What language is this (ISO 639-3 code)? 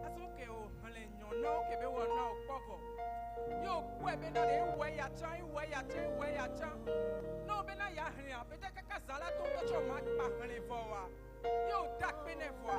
ewe